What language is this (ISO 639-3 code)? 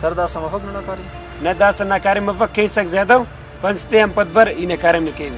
brh